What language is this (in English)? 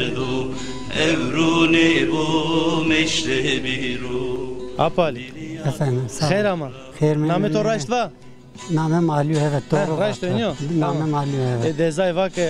Zaza